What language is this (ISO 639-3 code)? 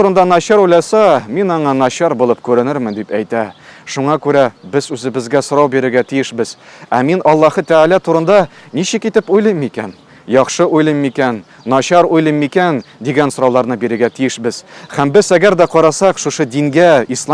tat